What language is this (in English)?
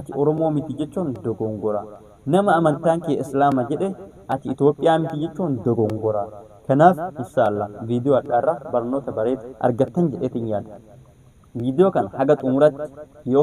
Oromo